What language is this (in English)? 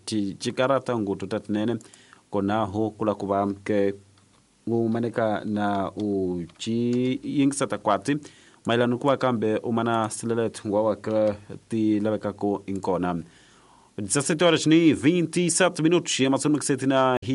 Tsonga